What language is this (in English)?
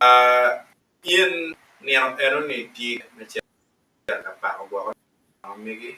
Acoli